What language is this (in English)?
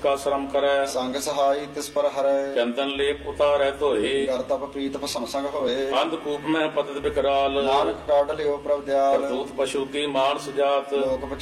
Punjabi